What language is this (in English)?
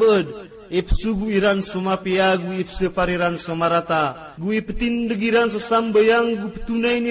Maranao